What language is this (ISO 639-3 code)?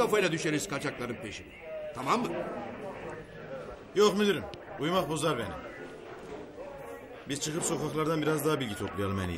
tur